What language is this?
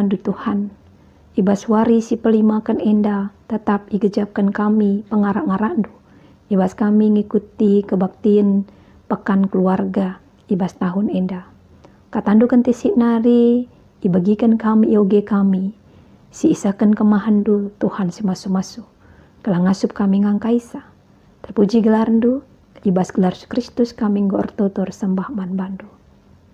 Batak Karo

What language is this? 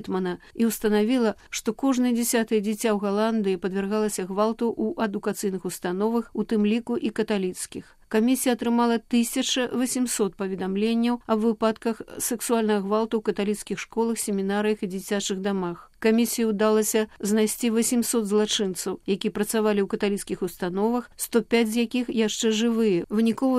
Belarusian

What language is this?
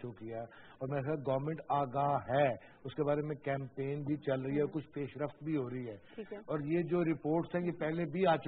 Urdu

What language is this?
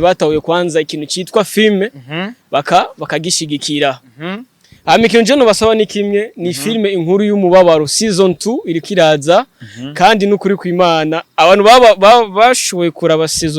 Rundi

